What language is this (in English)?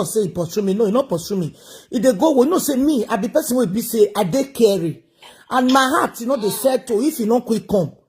Nigerian Pidgin